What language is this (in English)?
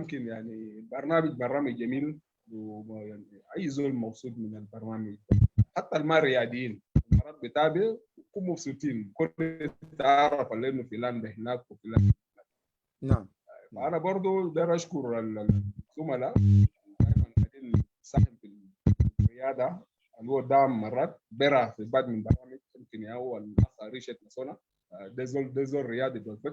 Sudanese Arabic